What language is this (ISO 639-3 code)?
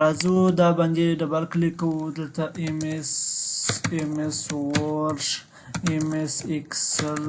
pus